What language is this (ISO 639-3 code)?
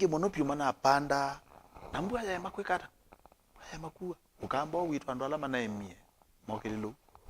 kam